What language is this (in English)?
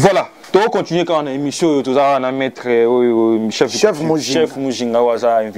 Lingala